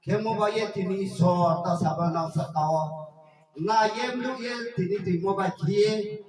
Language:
Riang (India)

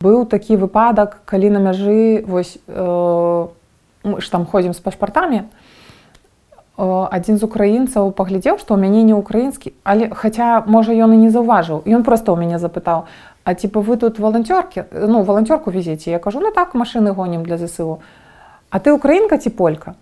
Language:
Belarusian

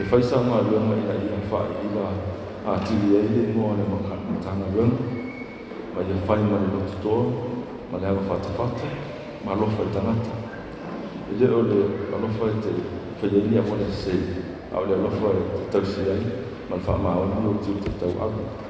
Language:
Samoan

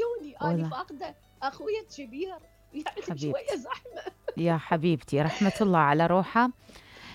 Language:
Mesopotamian Arabic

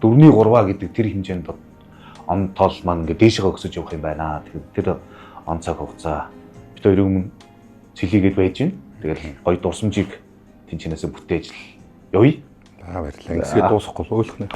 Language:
Mongolian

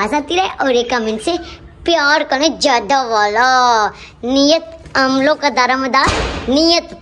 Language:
Hindi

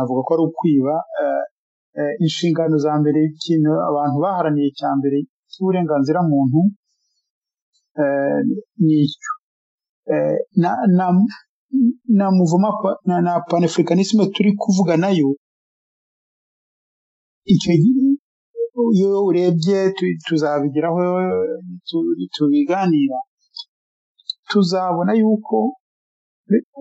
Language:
Kinyarwanda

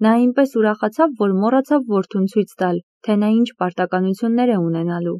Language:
Armenian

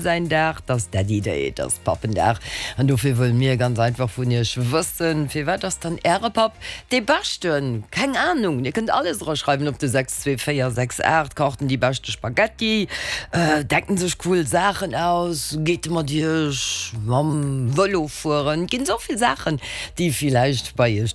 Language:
Luxembourgish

